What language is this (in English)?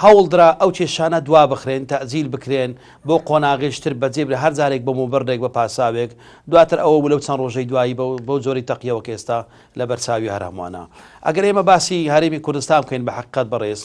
Central Kurdish